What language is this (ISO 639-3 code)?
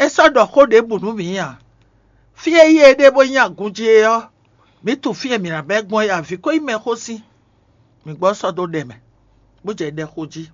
fon